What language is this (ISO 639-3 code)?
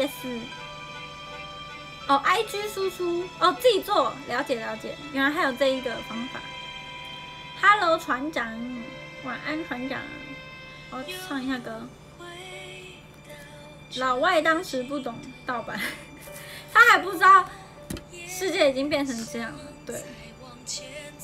zho